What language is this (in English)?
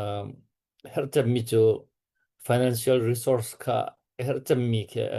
Hakha Chin